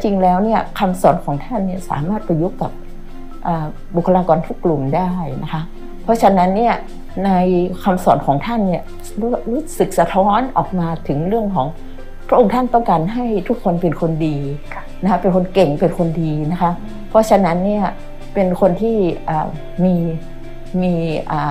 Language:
Thai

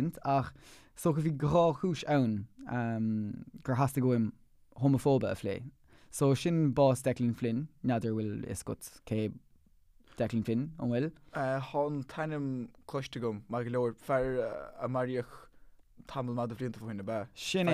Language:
Irish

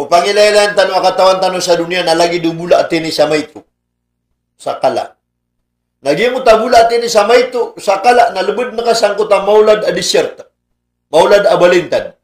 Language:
Maranao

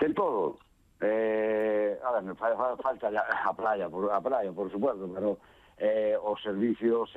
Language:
Galician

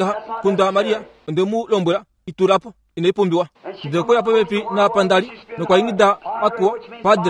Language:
Kuanyama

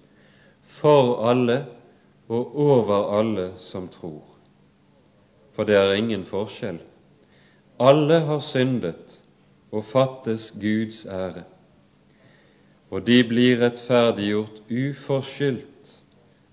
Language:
Norwegian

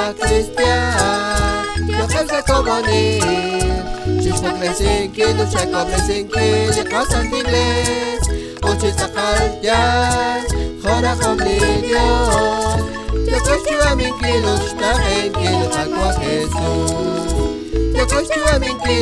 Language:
Kekchí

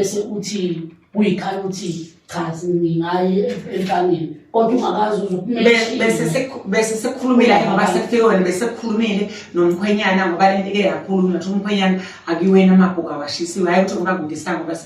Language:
Zulu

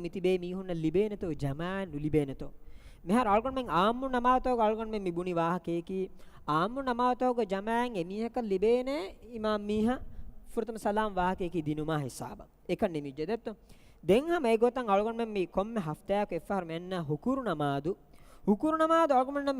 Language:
Divehi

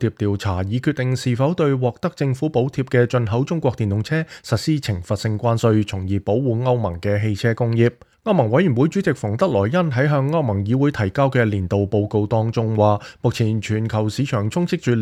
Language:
Cantonese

